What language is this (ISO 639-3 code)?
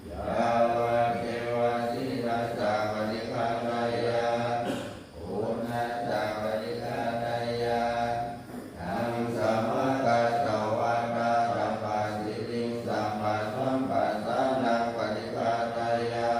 pli